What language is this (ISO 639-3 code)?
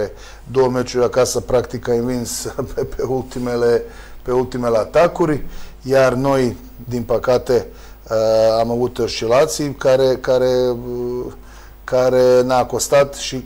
ron